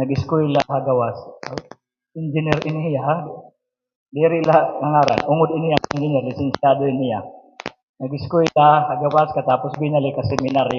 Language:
Waray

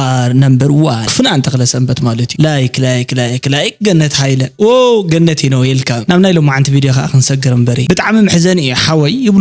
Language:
Tigrinya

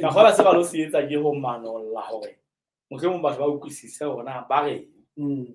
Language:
Southern Sotho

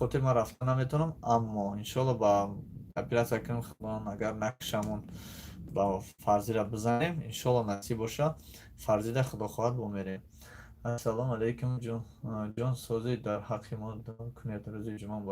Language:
Tajik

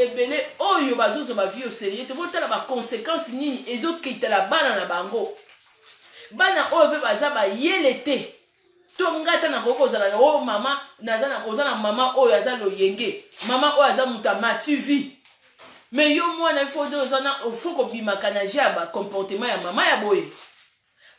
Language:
Lingala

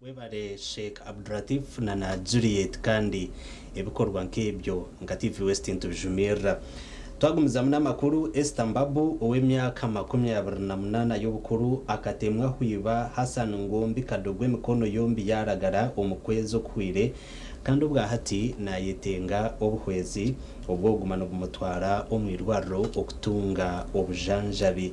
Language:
Nyankole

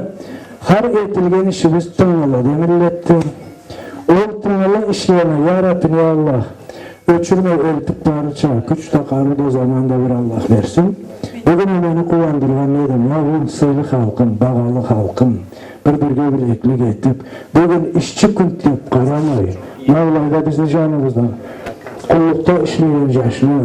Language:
Karachay-Balkar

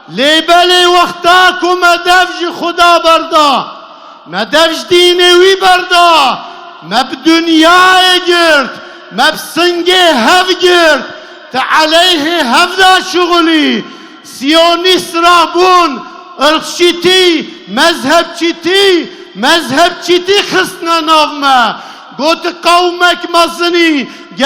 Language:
Kurdish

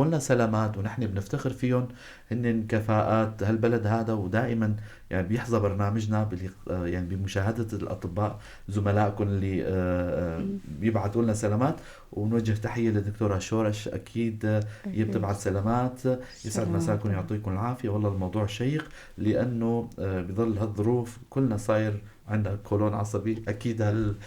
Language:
North Levantine Arabic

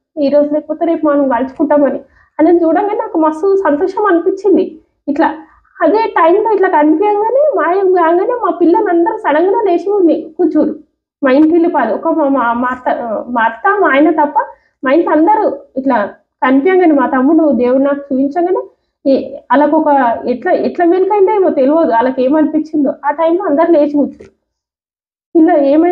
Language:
Telugu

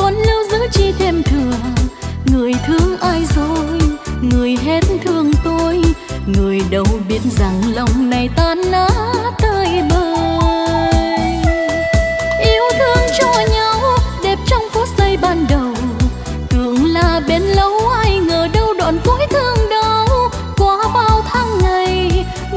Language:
Vietnamese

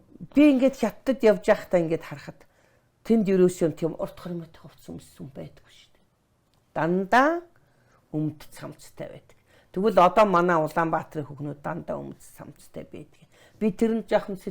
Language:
Mongolian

